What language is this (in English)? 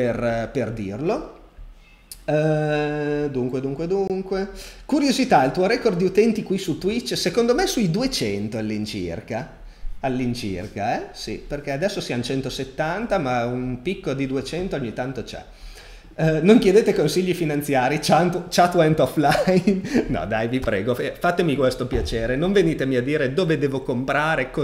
Italian